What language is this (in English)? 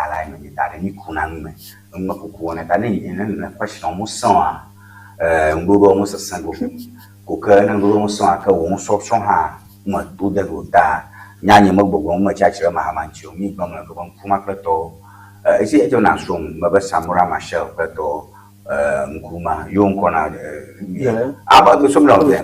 Ewe